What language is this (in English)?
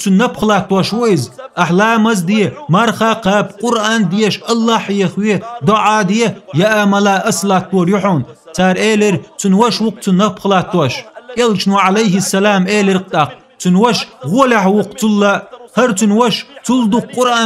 Chechen